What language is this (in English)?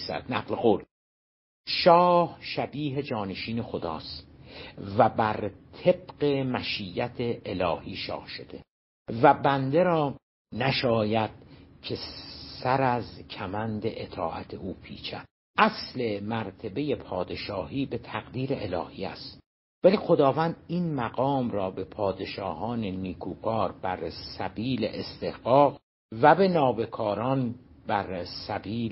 Persian